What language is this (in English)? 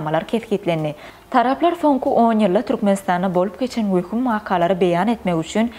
Turkmen